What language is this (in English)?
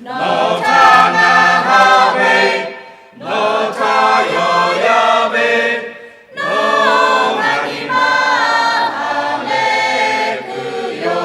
Lahu